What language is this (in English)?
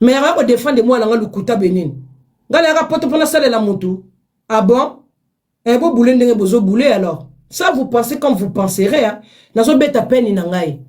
Lingala